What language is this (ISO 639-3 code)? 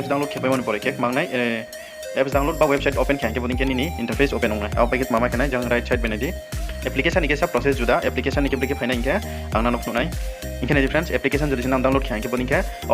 ria